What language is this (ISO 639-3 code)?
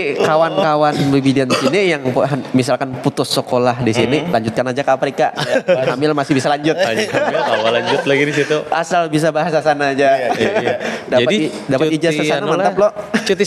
bjn